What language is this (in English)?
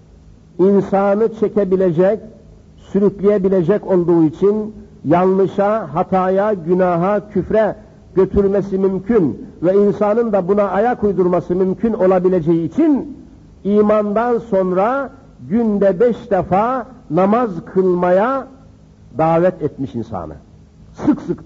Turkish